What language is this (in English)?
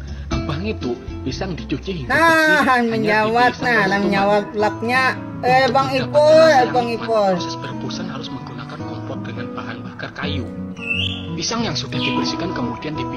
Banjar